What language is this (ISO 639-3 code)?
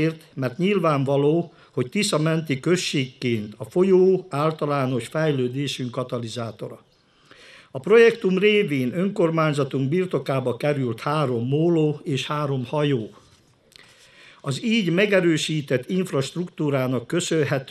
hun